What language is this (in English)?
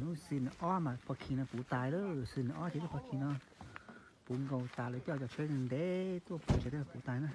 Hmong